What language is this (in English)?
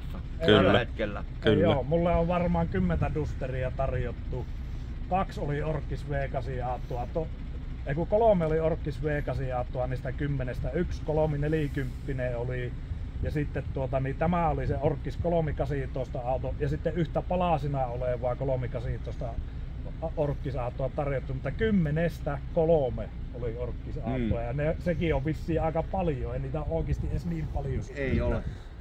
Finnish